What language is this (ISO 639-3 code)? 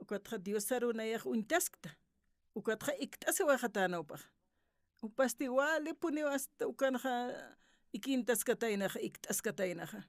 aym